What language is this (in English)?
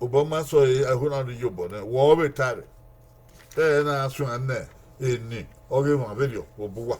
Bini